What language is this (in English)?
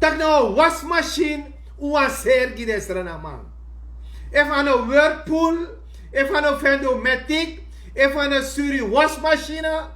Sranan Tongo